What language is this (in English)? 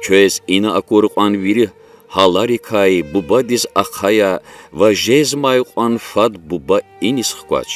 Lezghian